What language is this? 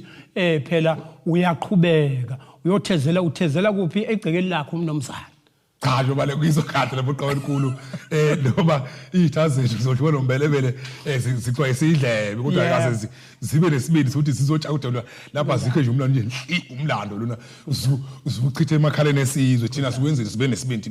Zulu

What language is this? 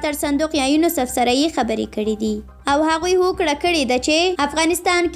Pashto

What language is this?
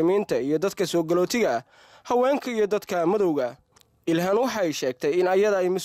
Somali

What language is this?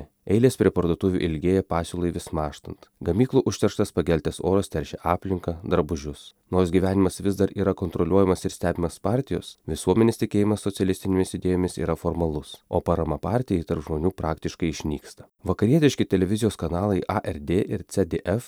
Lithuanian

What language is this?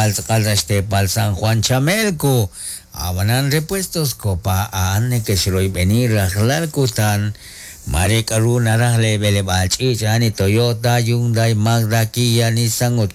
Kekchí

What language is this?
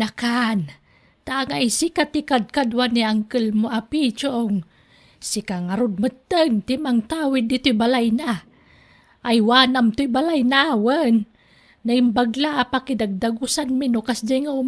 Iloko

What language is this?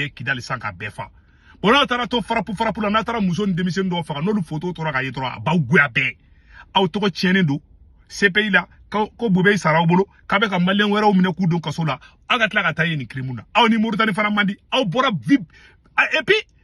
Bambara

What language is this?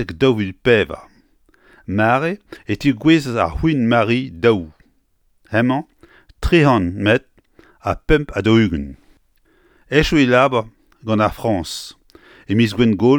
Breton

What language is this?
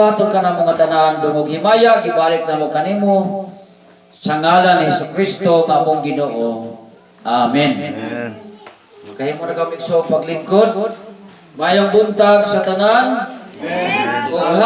Cebuano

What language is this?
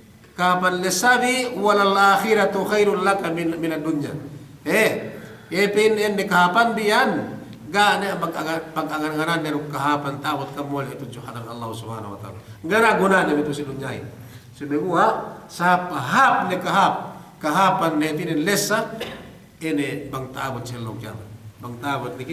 Yakan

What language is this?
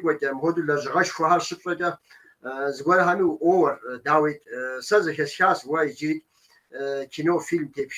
Kabardian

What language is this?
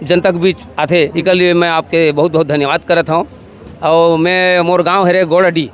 Chhattisgarhi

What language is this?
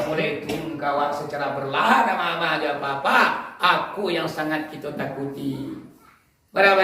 Minangkabau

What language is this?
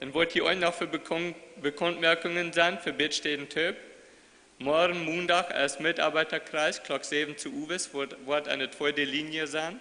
Plautdietsch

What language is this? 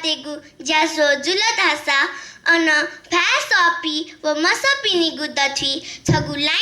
Newari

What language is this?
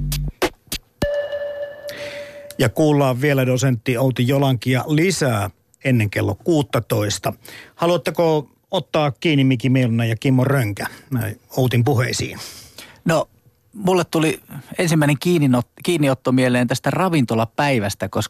Finnish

